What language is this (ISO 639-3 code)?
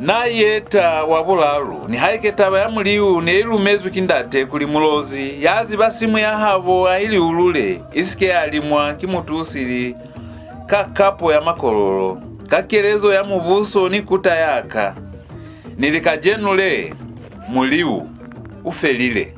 loz